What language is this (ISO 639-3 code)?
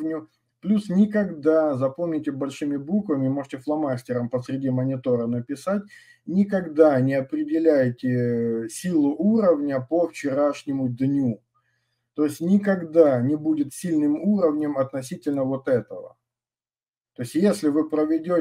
rus